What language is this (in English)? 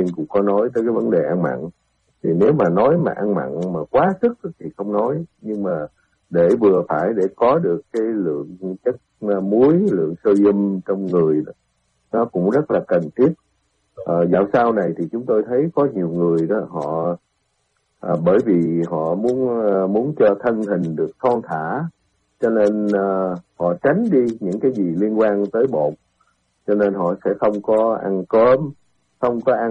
Vietnamese